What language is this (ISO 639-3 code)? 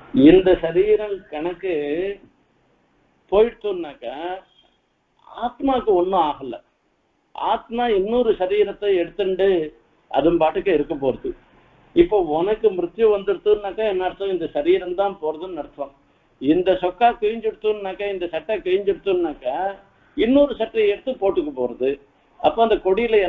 tam